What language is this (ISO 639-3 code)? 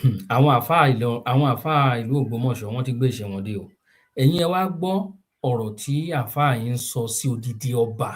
yor